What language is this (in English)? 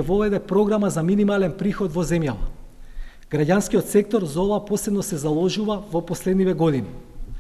Macedonian